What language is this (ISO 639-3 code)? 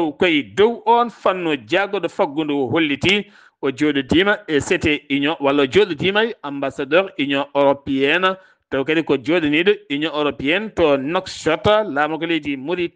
ful